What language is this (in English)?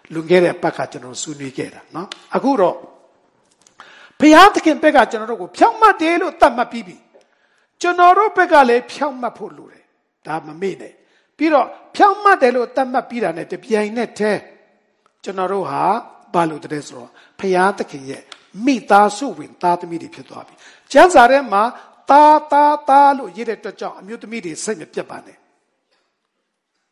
Burmese